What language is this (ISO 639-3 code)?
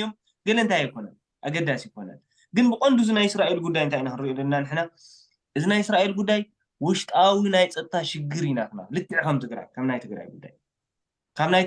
tir